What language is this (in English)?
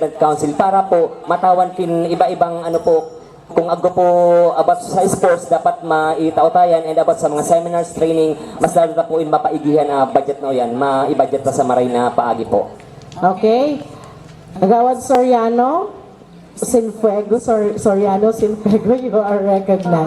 Bikol